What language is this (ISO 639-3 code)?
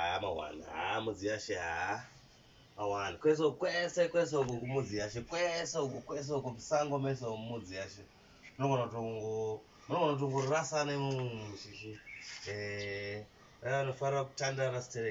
sna